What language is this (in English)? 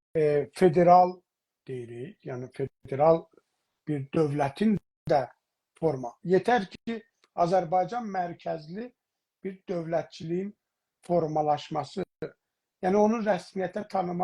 South Azerbaijani